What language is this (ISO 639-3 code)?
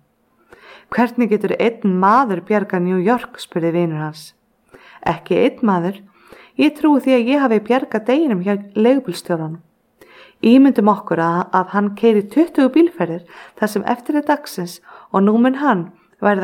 isl